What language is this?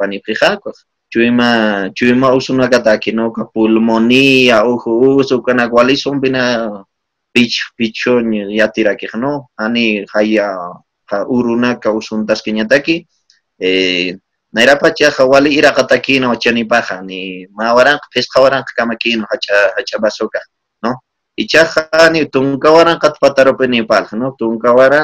Aymara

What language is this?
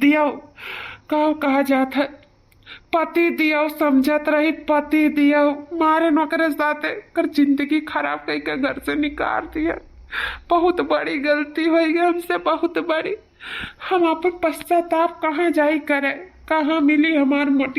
Awadhi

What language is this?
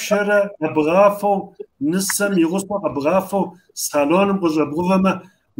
Kabardian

